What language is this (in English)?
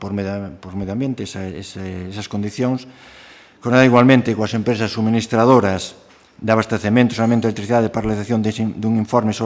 Galician